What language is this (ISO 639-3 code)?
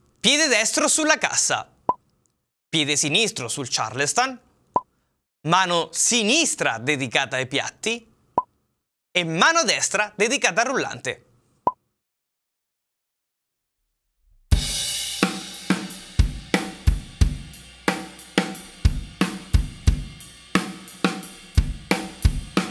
ita